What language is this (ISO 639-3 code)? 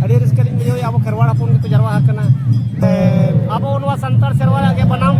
sat